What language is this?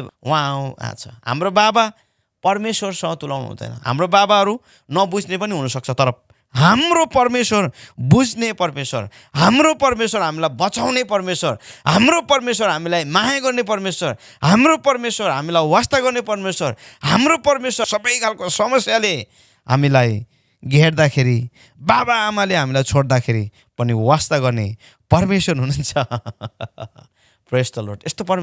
Nepali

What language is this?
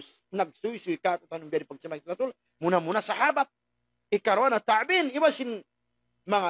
Tausug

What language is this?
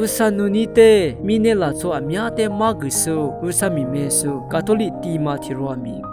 Lisu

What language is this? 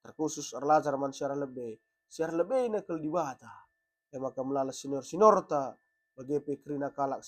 Batak Karo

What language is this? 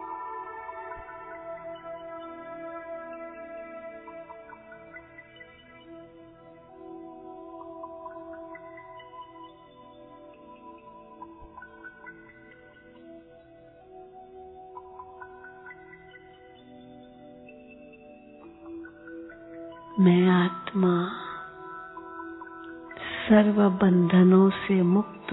Hindi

